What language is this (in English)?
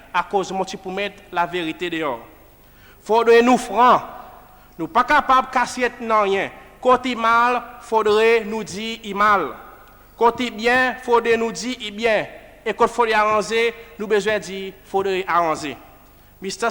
Seselwa Creole French